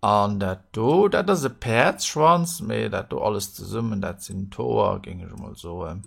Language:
Luxembourgish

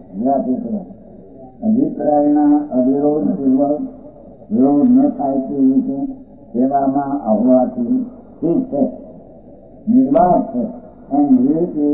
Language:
Gujarati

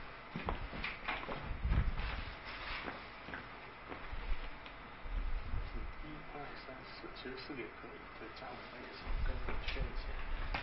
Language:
Chinese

